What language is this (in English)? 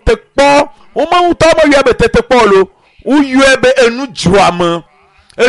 Ewe